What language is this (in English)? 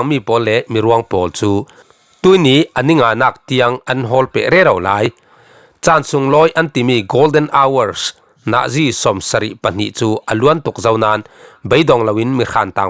Falam Chin